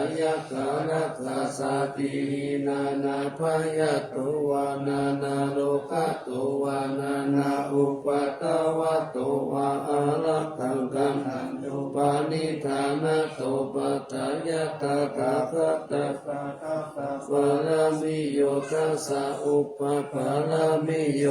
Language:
Pali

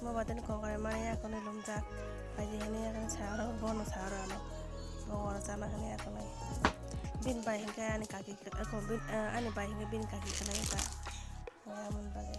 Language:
Kok Borok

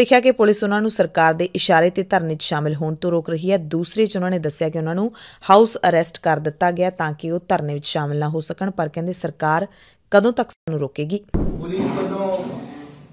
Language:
Punjabi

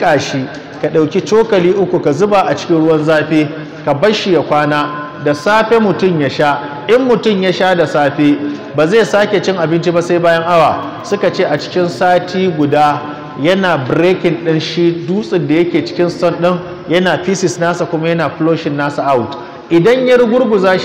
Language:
Hausa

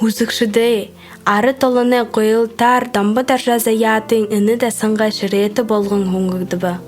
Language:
Buriat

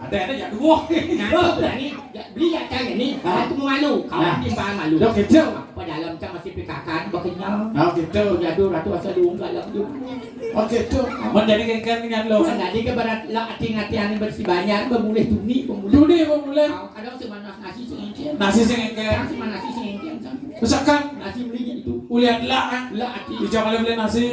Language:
Balinese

